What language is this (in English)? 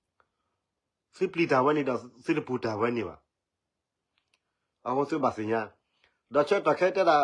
S'gaw Karen